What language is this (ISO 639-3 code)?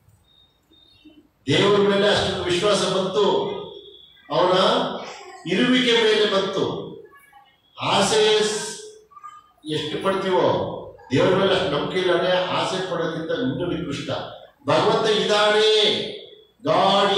kan